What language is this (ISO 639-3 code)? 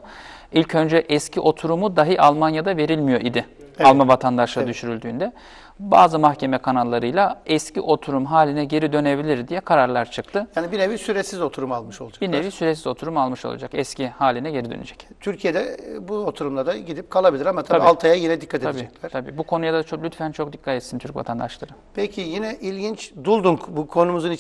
tur